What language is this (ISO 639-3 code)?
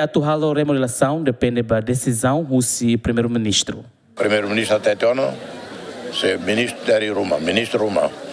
tet